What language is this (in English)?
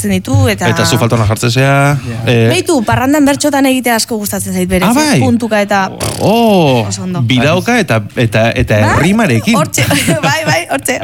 Basque